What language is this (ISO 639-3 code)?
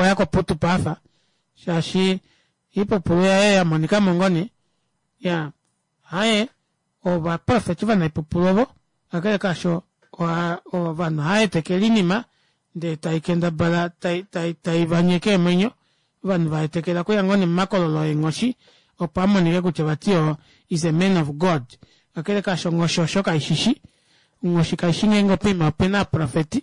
kua